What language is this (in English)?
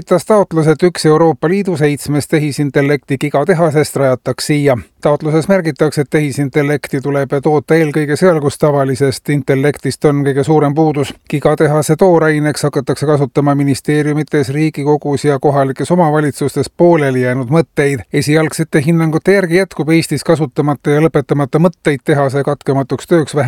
Estonian